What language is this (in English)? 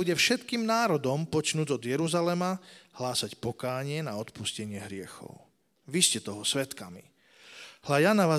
Slovak